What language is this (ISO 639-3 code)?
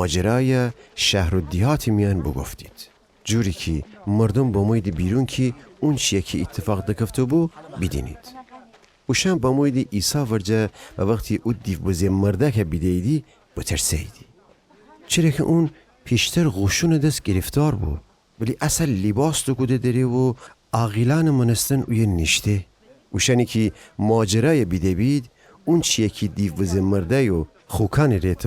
glk